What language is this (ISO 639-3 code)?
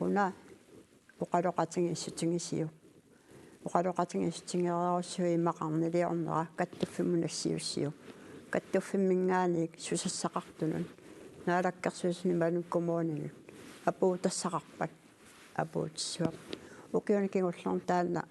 kal